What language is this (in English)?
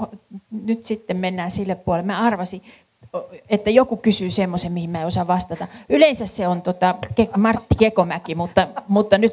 Finnish